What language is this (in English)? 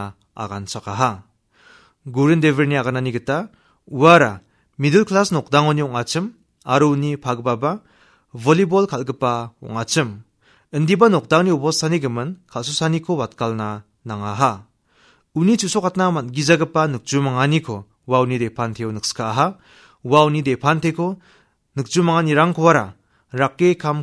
Garo